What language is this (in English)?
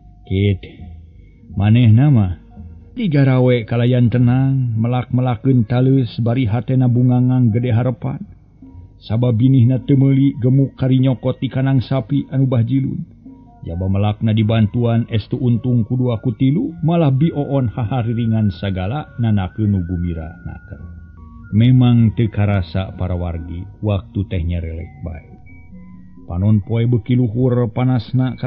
Sundanese